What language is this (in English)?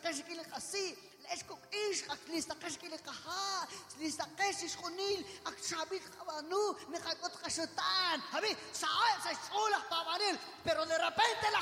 Kekchí